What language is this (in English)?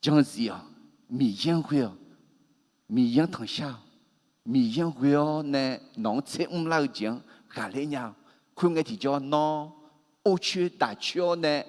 Akha